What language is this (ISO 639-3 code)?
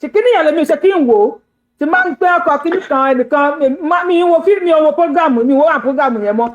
yor